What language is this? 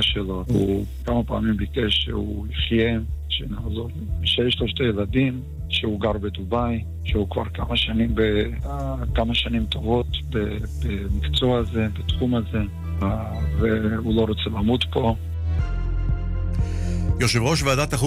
Hebrew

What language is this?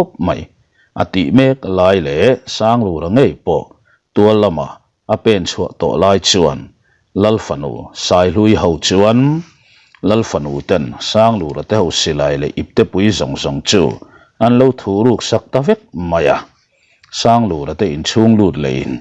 Mizo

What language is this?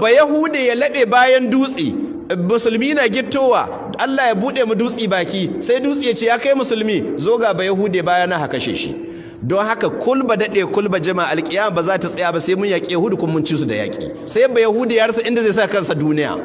Hausa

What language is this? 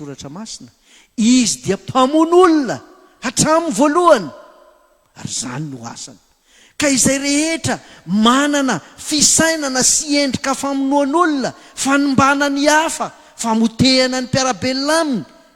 Malagasy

